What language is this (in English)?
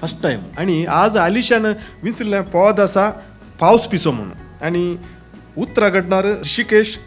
Konkani